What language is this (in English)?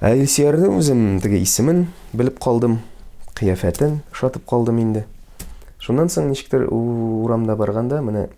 Tatar